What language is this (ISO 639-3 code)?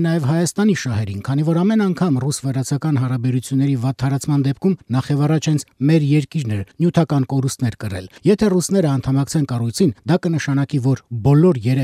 hye